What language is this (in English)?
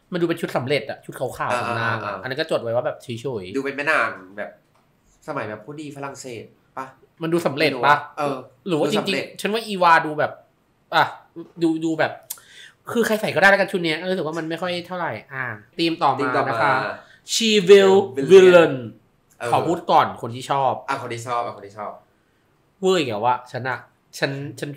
Thai